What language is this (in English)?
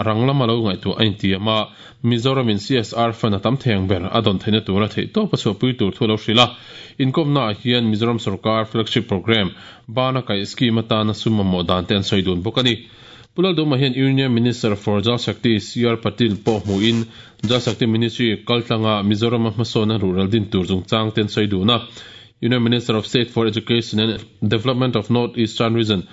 Mizo